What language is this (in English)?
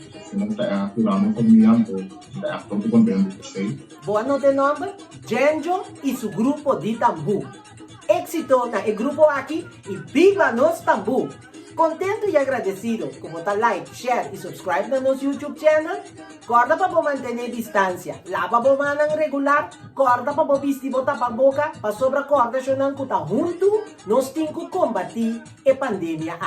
Papiamento